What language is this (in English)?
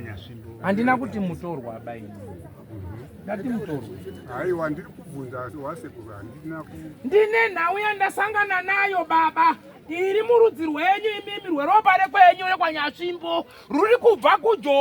Shona